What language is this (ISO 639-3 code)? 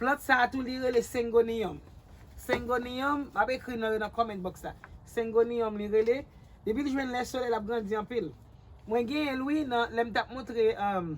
hat